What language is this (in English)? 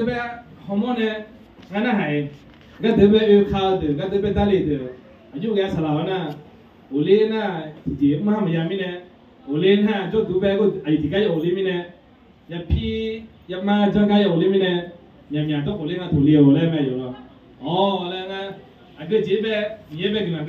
Akha